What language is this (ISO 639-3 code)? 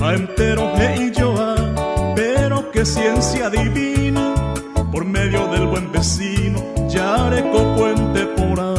grn